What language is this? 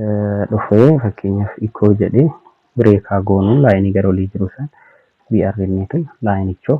Oromo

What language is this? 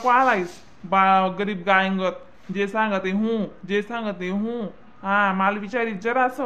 Khandesi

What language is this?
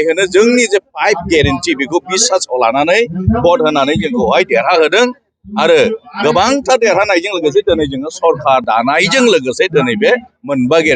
Bodo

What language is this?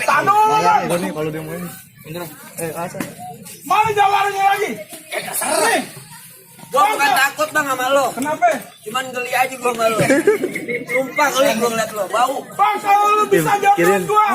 Betawi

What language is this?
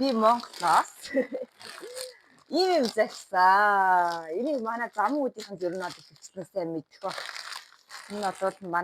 Mongolian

